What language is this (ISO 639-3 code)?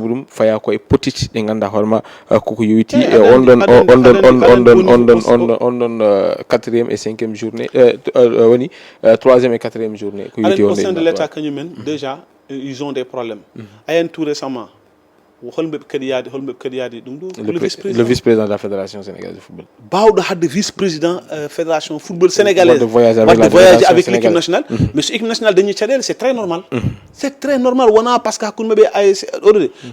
ful